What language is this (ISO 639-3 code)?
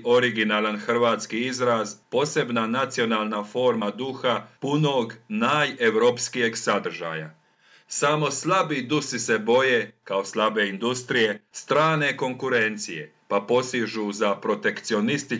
hrv